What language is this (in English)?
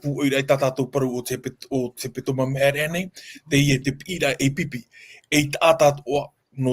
Tahitian